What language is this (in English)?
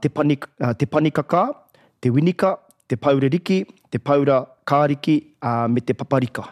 Māori